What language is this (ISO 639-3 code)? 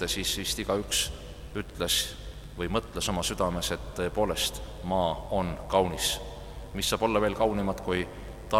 est